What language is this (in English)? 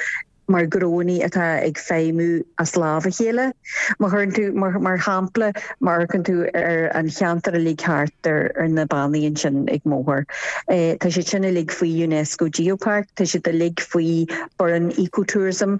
Irish